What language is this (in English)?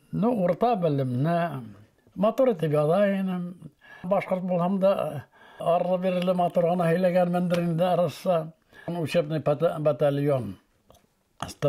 Bashkir